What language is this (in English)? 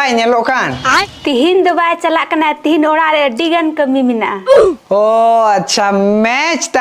Santali